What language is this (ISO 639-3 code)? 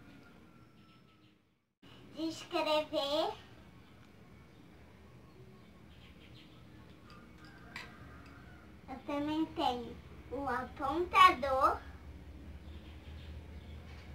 por